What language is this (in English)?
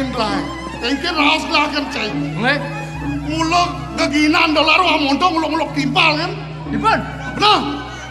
Balinese